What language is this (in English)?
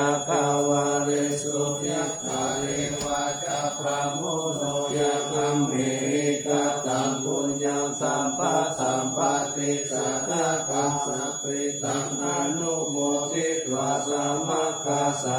Pali